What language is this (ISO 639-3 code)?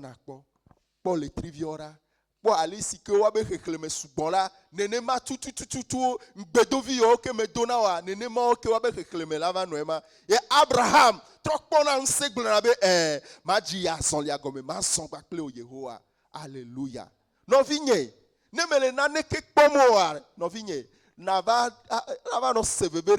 ewe